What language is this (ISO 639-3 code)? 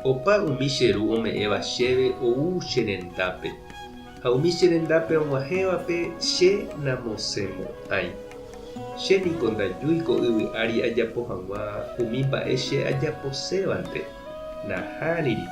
grn